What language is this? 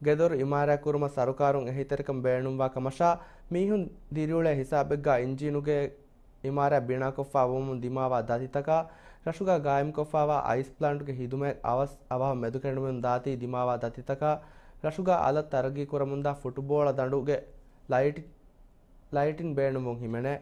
Divehi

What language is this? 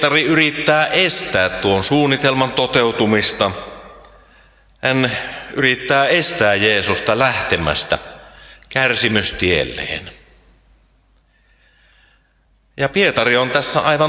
Finnish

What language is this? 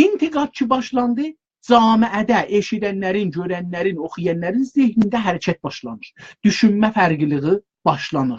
South Azerbaijani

